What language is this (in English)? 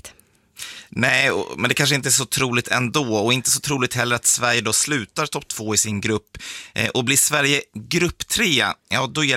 Swedish